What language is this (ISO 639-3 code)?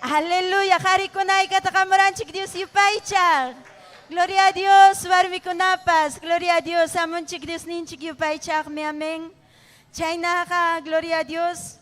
quy